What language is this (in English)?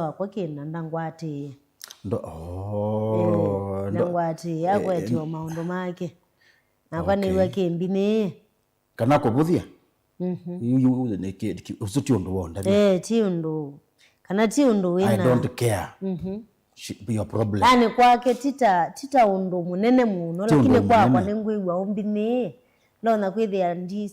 Kamba